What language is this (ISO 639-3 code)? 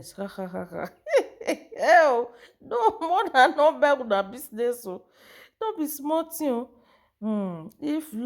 pcm